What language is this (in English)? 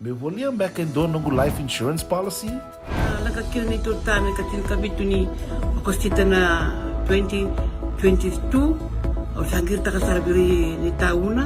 Fijian